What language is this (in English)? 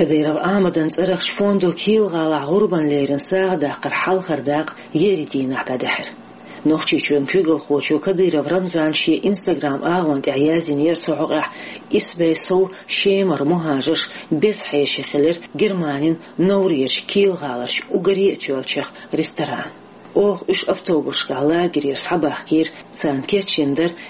Chechen